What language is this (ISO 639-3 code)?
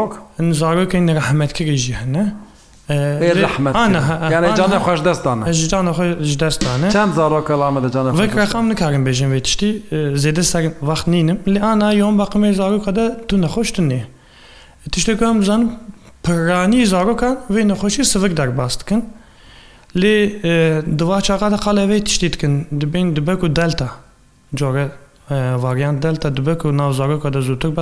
kur